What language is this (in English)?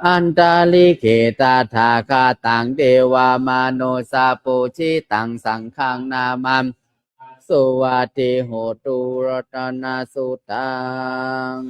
Pali